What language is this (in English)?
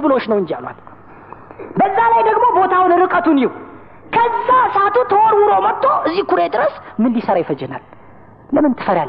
Amharic